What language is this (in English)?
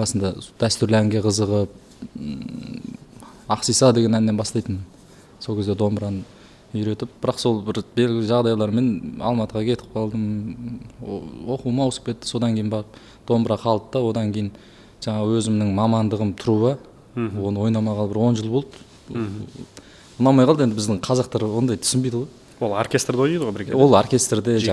Kazakh